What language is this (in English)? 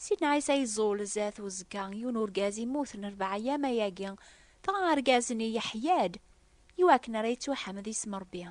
Kabyle